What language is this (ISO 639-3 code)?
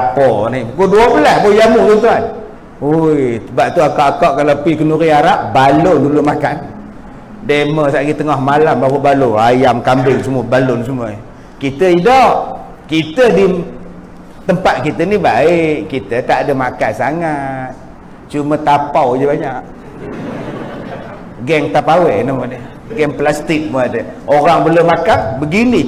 msa